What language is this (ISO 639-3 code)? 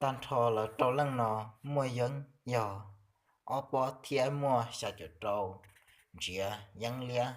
hmn